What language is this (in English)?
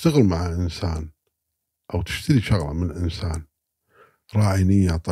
Gulf Arabic